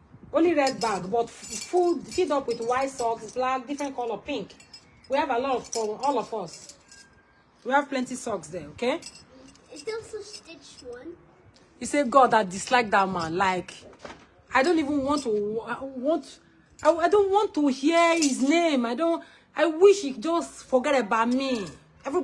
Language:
Nigerian Pidgin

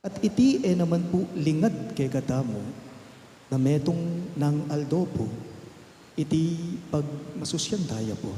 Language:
Pampanga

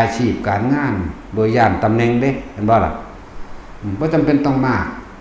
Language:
Northeastern Thai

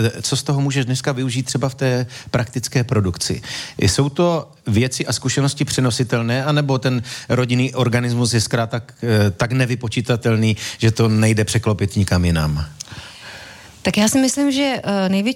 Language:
Czech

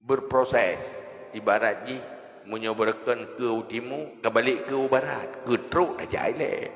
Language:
Achinese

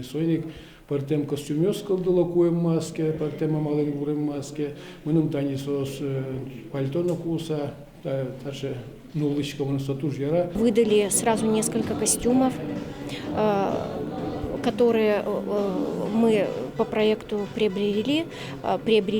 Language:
Udmurt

